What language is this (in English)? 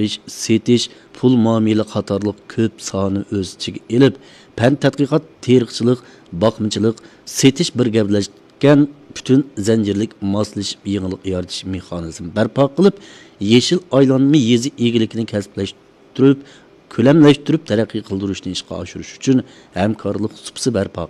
Uyghur